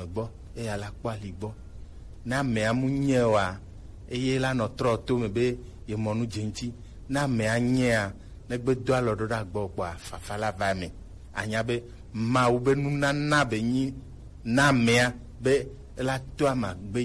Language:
Gen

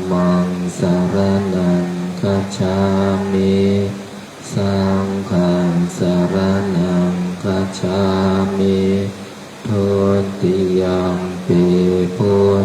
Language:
Pali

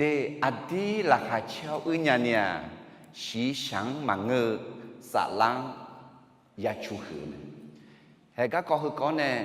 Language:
Akha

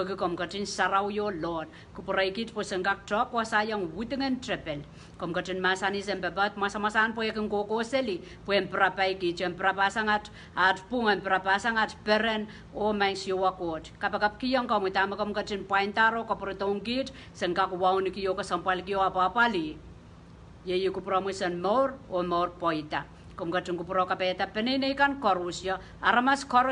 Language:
Pohnpeian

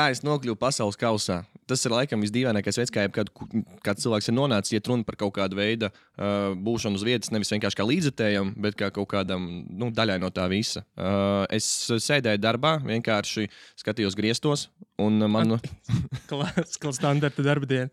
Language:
Latvian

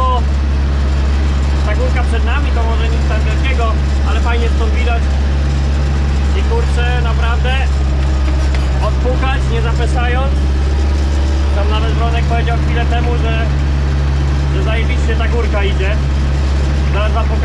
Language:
Polish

